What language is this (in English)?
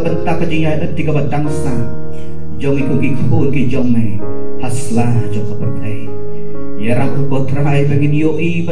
Khasi